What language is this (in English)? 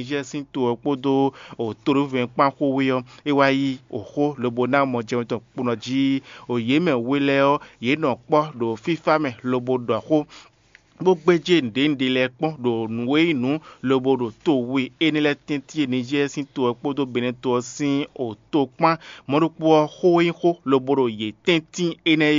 Fon